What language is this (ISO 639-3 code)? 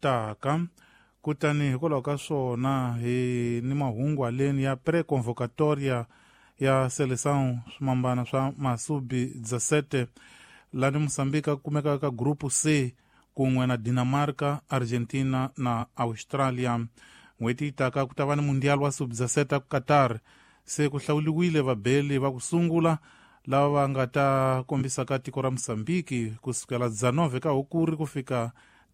tso